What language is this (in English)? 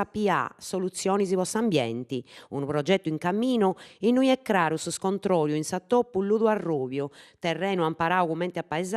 Sardinian